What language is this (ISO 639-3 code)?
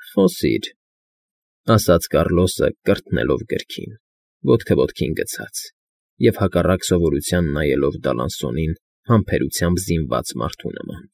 hye